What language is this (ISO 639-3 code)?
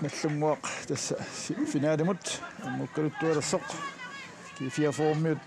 kal